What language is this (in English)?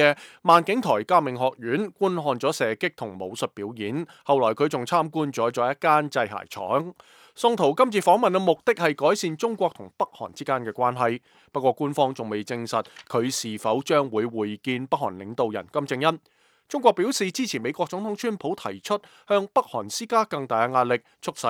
Cantonese